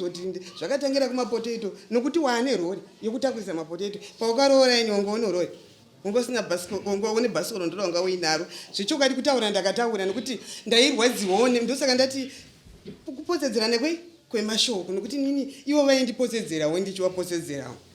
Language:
Shona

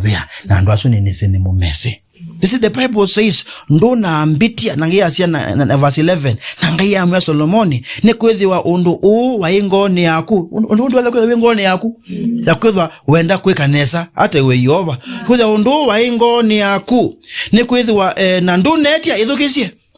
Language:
Kamba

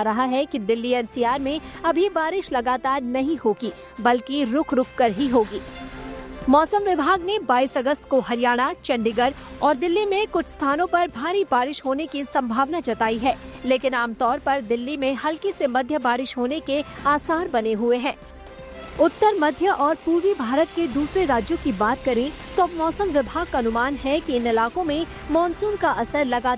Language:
Hindi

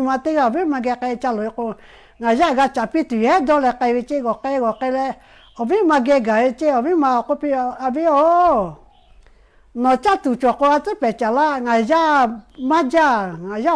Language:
Lahu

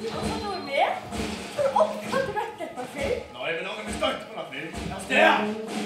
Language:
Faroese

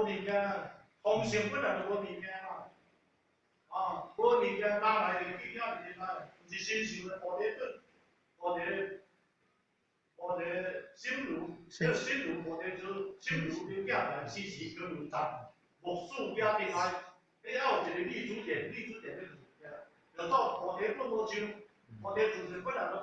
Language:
Min Nan Chinese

